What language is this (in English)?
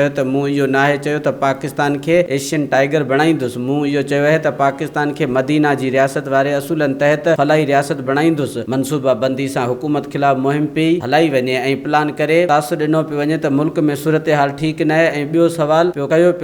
Sindhi